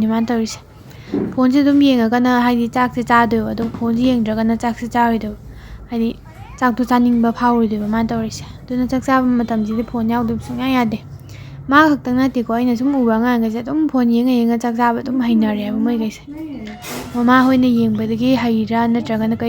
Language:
Manipuri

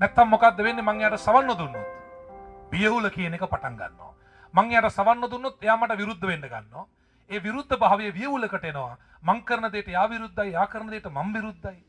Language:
Sinhala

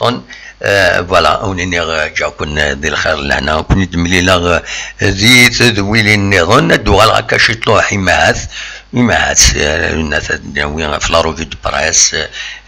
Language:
Kabyle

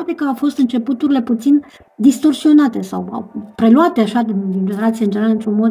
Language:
Romanian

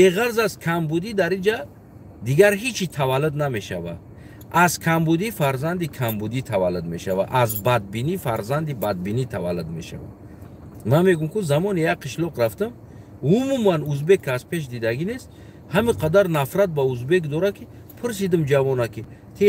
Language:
Tajik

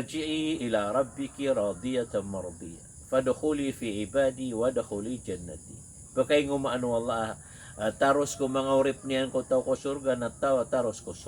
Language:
Maranao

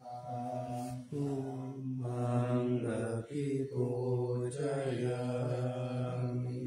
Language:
Pali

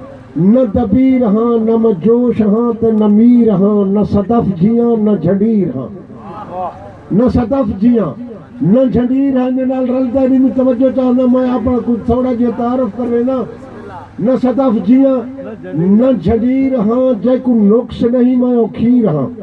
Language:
Saraiki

